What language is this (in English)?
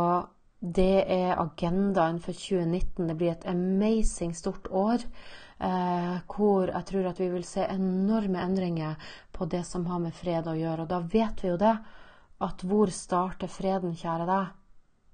Norwegian